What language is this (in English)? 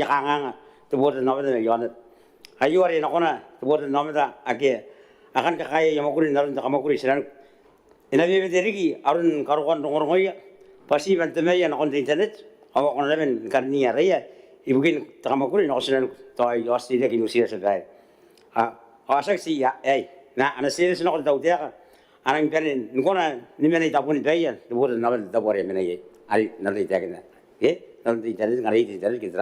Gilbertese